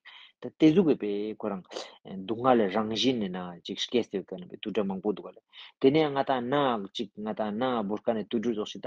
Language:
Ladakhi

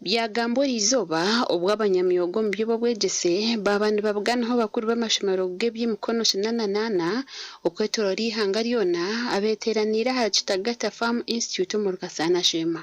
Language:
Nyankole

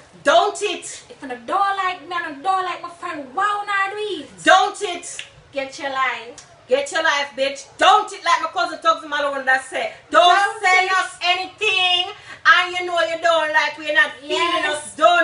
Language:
Jamaican Creole English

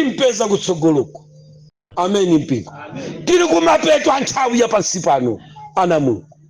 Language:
Nyanja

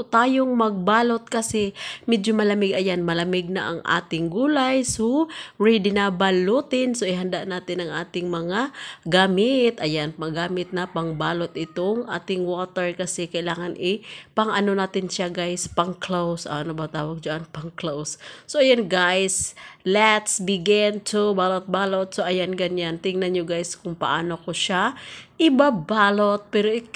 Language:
Filipino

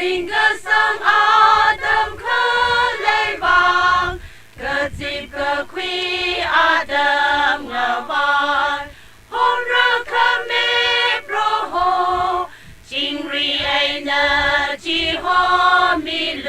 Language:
Tangkhul Naga (India)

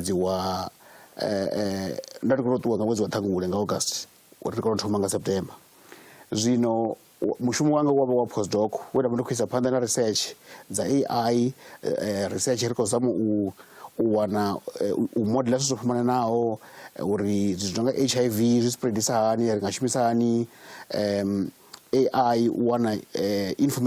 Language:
Venda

